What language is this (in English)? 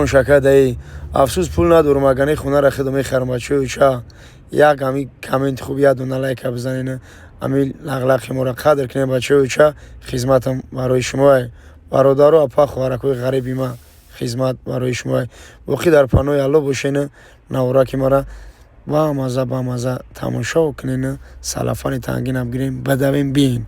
Tajik